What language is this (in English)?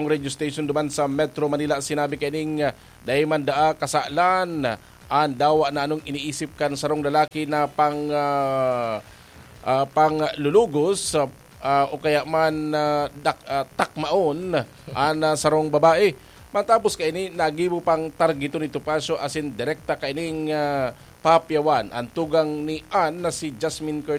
Bikol